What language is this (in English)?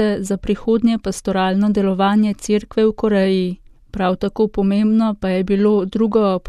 Slovenian